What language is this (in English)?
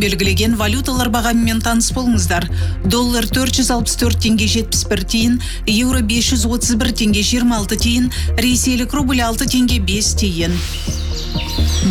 Kazakh